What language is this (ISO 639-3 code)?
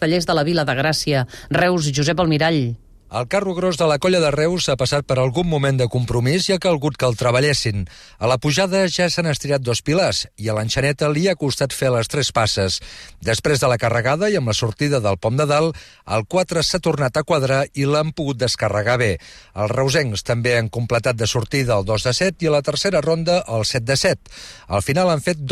cat